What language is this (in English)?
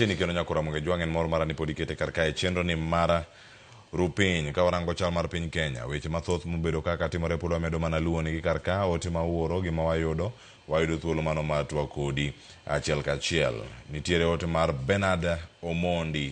Luo (Kenya and Tanzania)